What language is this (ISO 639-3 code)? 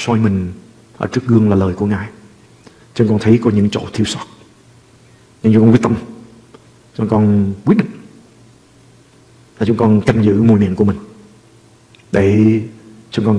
vie